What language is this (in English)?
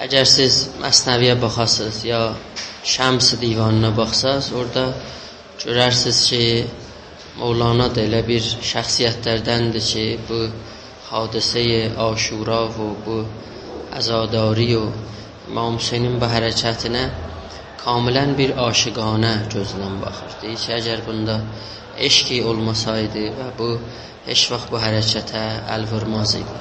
South Azerbaijani